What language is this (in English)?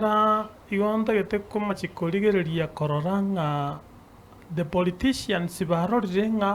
Gusii